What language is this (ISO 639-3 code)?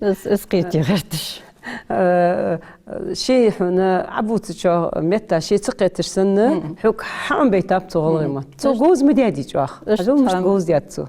inh